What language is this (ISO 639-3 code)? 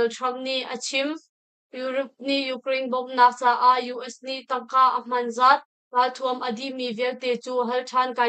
cnh